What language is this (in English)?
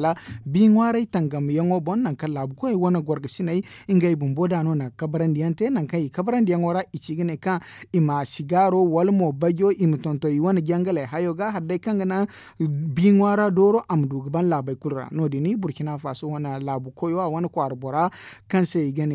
Zarma